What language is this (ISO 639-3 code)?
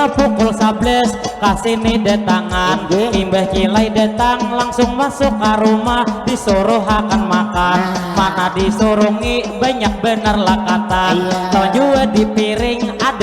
bjn